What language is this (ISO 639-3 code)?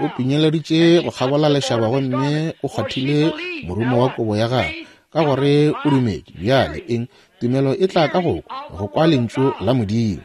nso